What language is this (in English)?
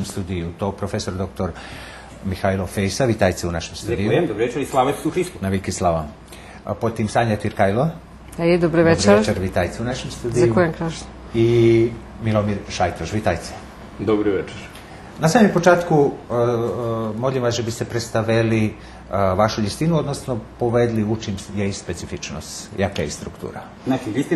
Rusyn